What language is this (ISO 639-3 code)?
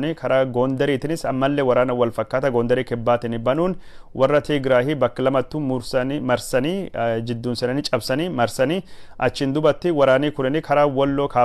orm